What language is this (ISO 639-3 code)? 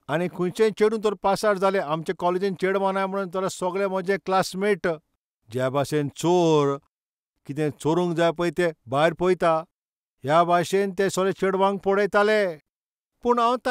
kok